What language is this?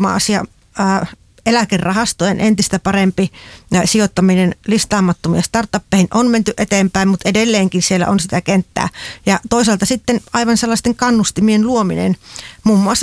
Finnish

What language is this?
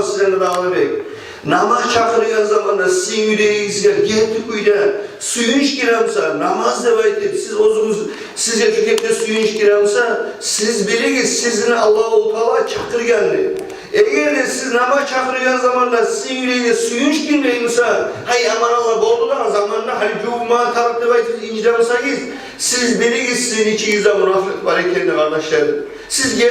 Kumyk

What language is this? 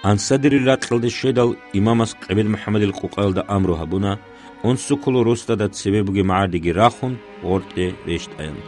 Avaric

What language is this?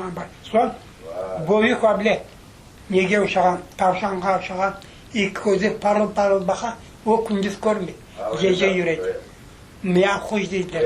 Crimean Tatar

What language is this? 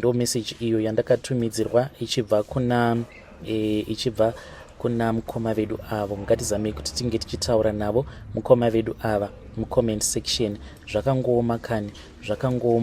Shona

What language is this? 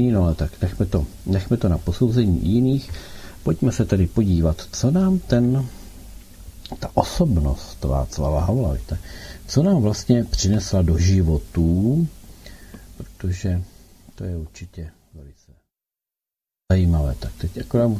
Czech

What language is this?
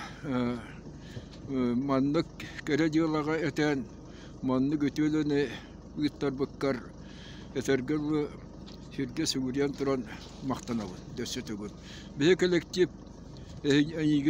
Yakut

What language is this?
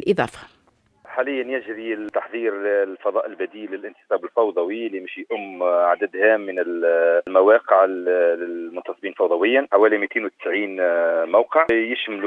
Tunisian Arabic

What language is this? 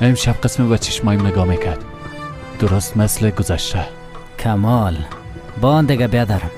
Persian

